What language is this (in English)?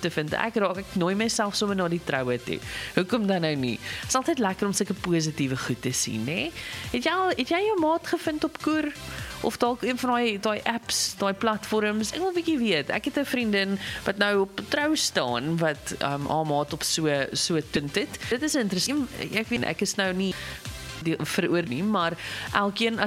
Afrikaans